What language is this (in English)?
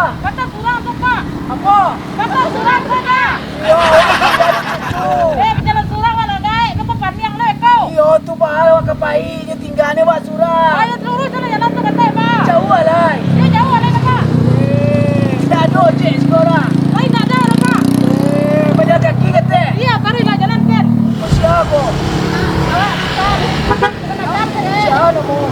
Minangkabau